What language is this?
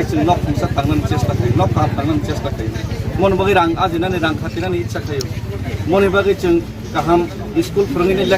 Kok Borok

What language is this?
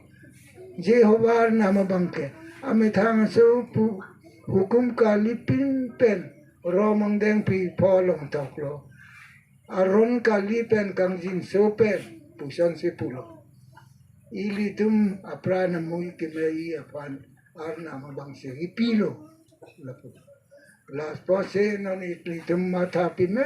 Karbi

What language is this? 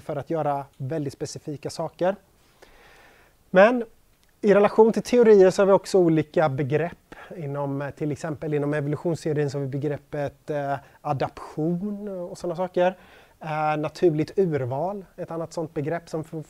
Swedish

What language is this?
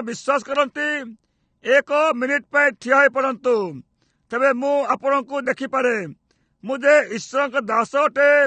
Odia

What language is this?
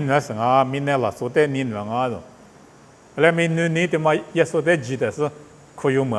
Lisu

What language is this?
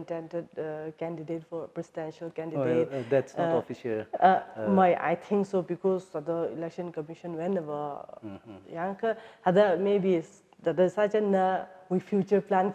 Tangkhul Naga (India)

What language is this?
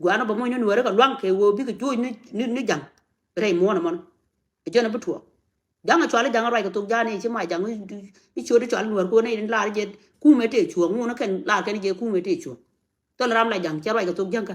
Nuer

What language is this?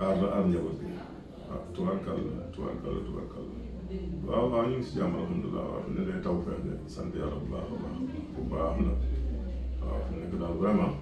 Wolof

